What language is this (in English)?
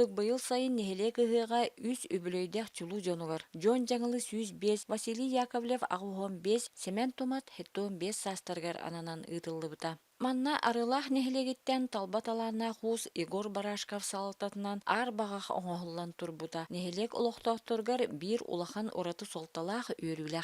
Yakut